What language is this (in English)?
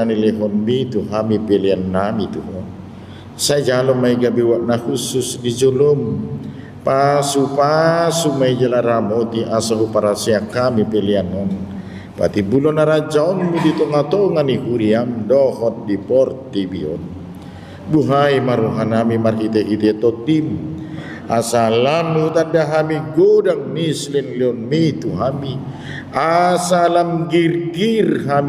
Batak Toba